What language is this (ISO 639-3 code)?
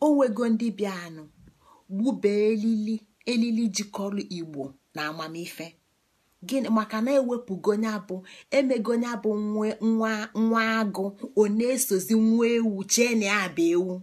ibo